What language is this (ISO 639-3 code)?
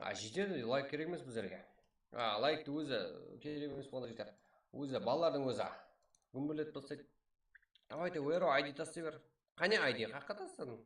kaa